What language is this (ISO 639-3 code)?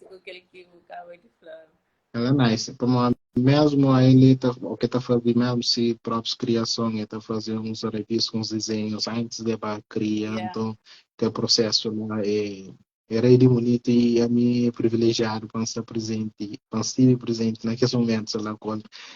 kea